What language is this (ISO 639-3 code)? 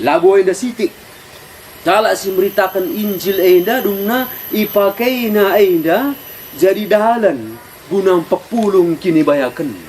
btx